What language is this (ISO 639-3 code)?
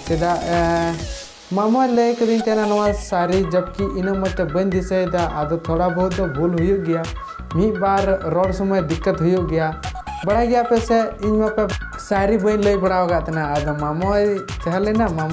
sat